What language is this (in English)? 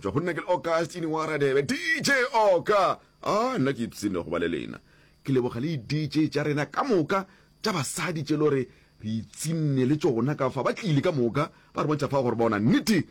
Northern Sotho